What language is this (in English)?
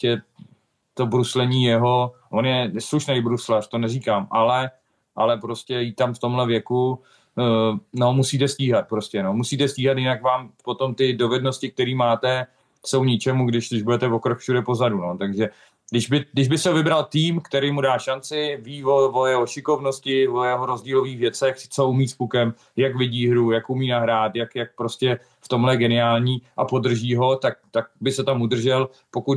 Czech